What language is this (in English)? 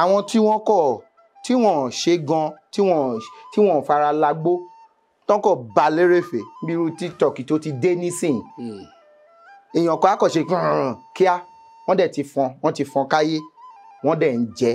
Yoruba